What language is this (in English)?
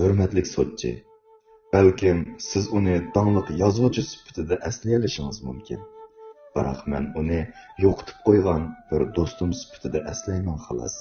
Uyghur